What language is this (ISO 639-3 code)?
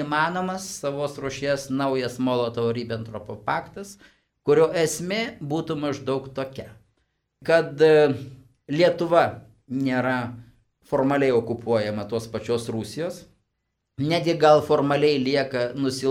lit